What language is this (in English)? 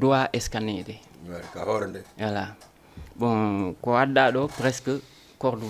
Fula